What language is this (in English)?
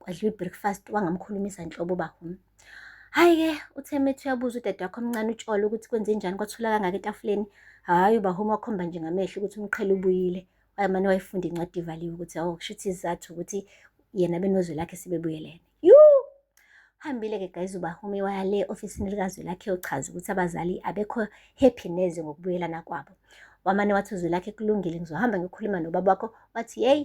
Zulu